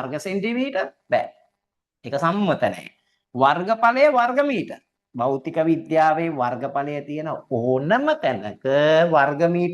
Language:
Sinhala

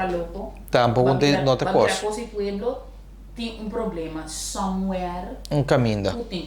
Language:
Papiamento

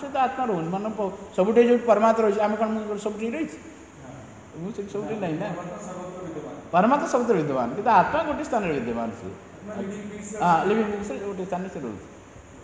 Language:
Odia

